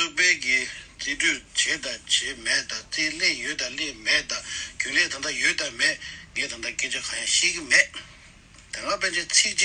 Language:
Tibetan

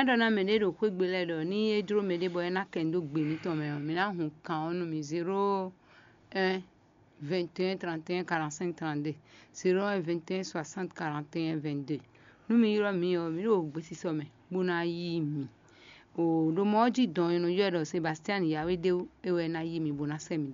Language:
Fon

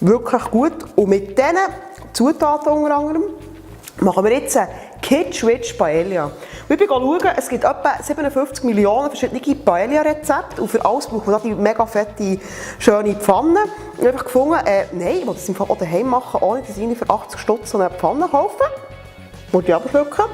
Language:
Swiss German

